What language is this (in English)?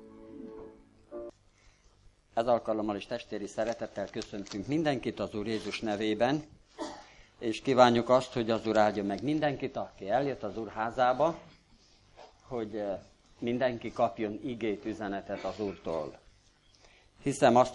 Hungarian